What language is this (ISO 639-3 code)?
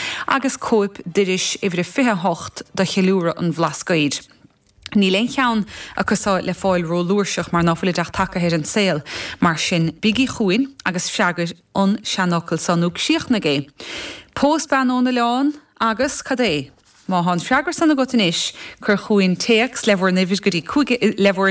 gle